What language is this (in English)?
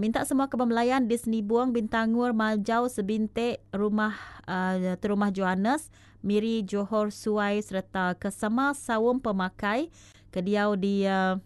Iban